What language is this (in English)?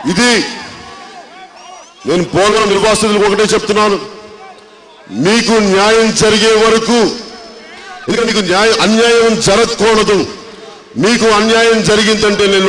Telugu